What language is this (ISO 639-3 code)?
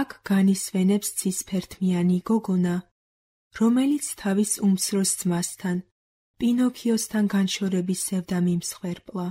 kat